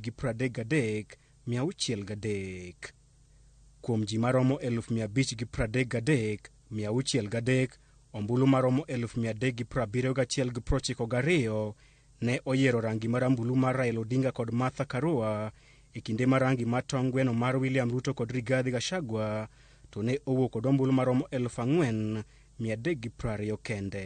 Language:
Luo (Kenya and Tanzania)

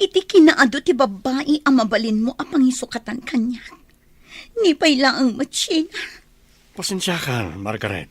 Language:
Iloko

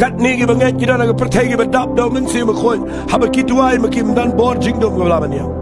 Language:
Khasi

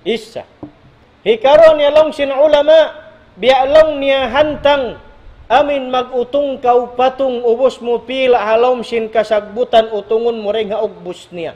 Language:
Tausug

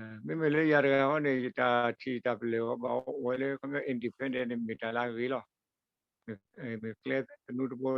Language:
S'gaw Karen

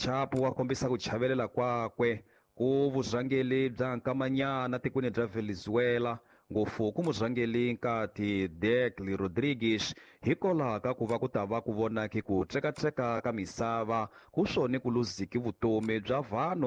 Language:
Tsonga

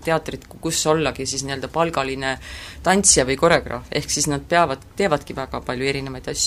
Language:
Estonian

